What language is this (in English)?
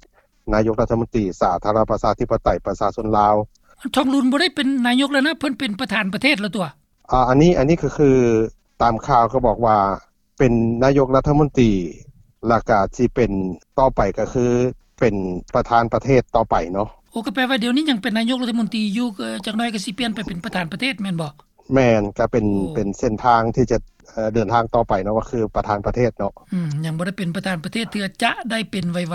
Lao